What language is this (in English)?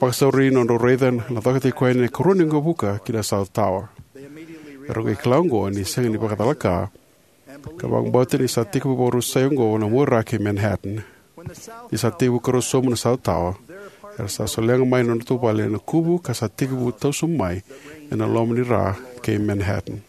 Fijian